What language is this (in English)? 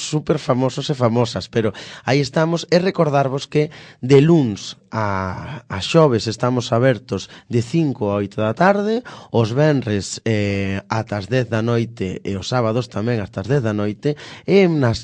Galician